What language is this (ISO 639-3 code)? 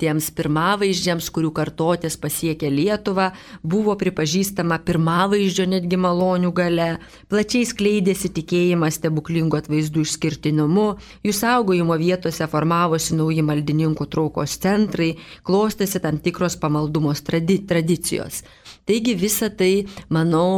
lit